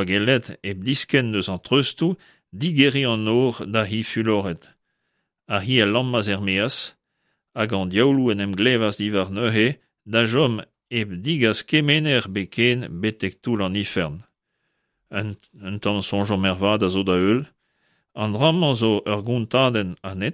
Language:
Breton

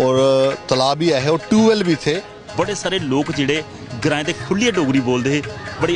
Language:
Dogri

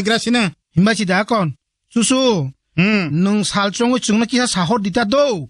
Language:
Kok Borok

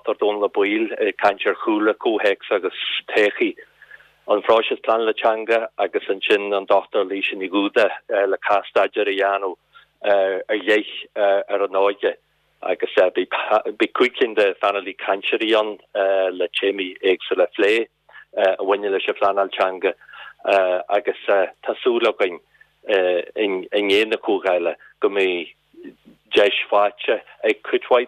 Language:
Irish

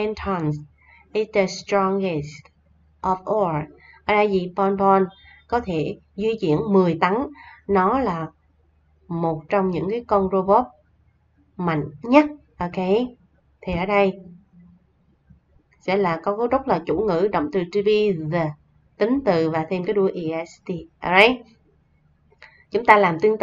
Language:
Vietnamese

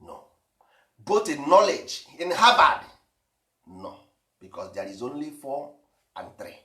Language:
Igbo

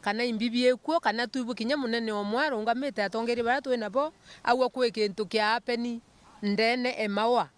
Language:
Meru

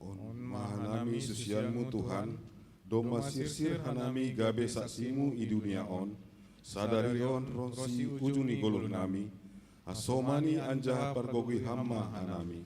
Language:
Batak Simalungun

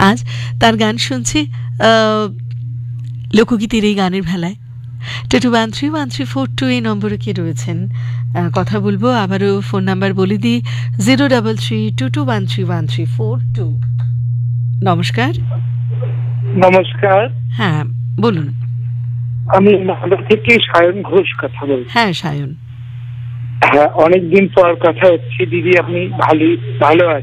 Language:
Bangla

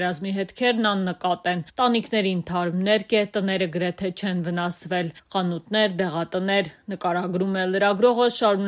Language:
Armenian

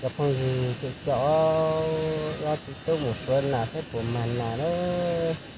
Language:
Hmong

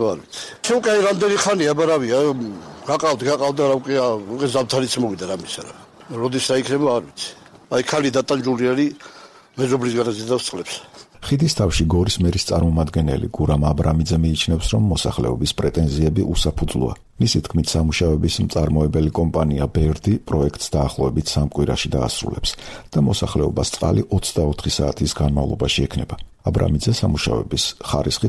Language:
Georgian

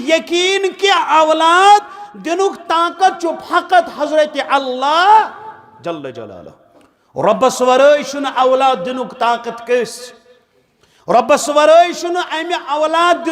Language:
Kashmiri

